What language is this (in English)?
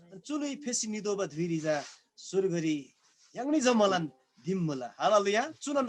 Eastern Tamang